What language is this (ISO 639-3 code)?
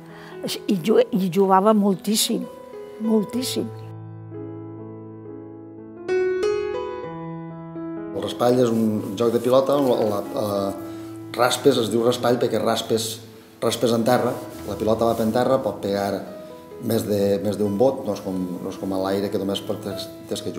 cat